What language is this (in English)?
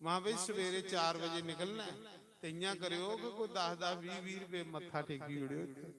Dogri